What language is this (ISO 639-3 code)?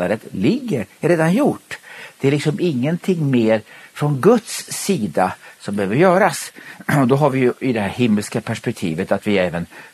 swe